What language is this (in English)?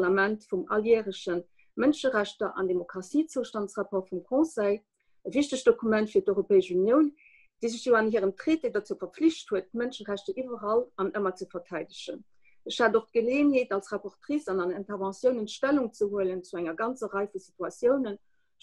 Luxembourgish